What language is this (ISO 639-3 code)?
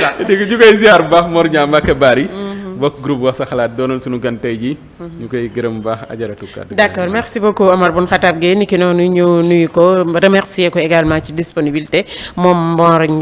wol